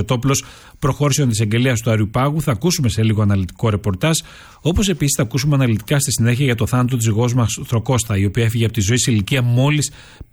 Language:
Greek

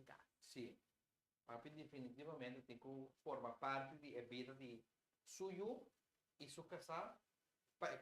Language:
Papiamento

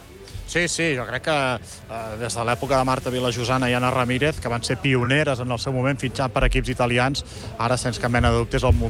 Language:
Catalan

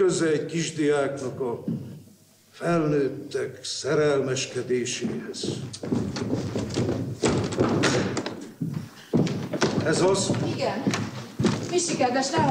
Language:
Hungarian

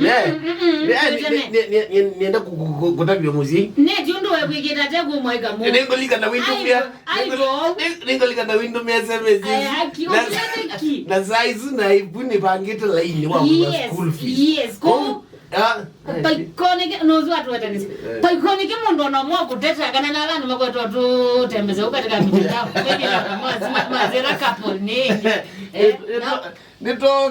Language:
Kamba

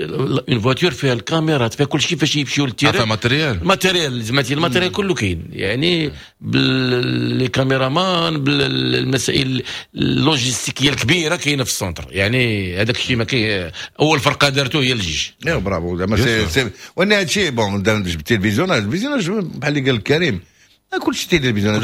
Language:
Moroccan Arabic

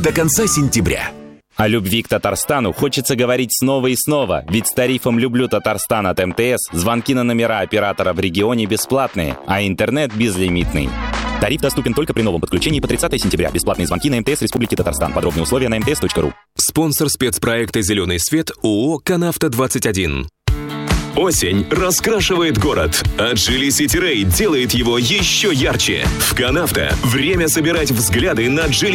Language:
Russian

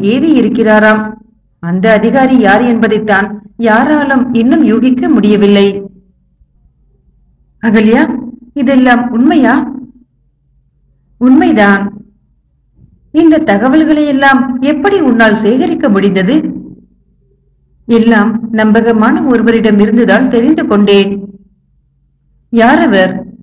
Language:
Tamil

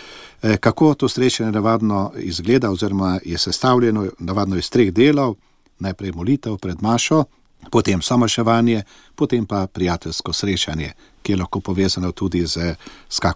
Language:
Slovenian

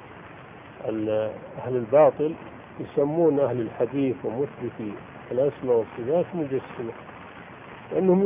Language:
Arabic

